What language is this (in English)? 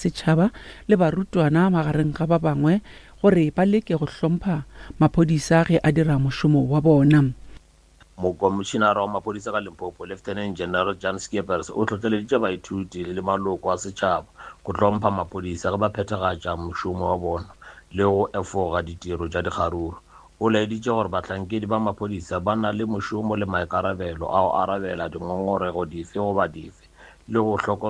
Northern Sotho